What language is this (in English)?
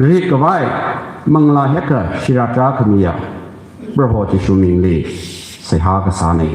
Tangkhul Naga (India)